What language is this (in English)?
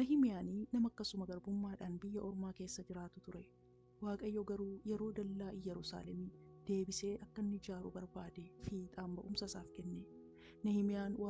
Oromo